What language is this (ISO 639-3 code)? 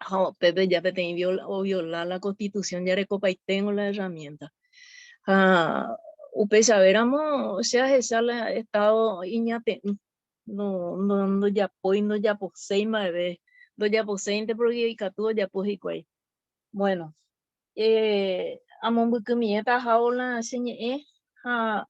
grn